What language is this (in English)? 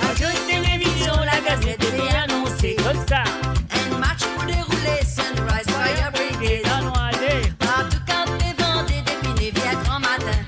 Morisyen